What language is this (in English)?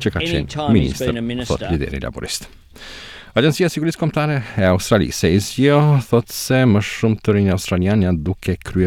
Albanian